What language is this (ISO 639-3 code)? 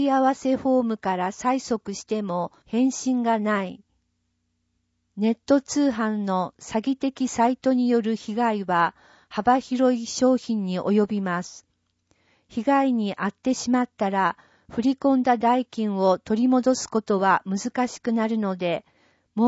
jpn